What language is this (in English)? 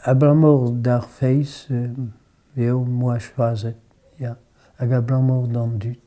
Breton